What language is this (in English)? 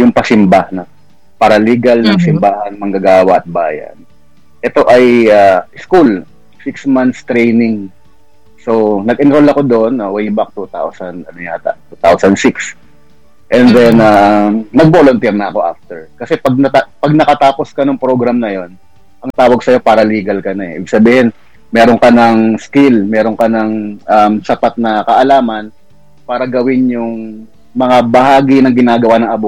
Filipino